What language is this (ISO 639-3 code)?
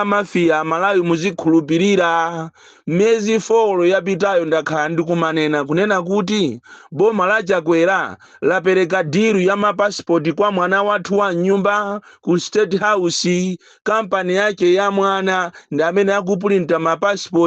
nya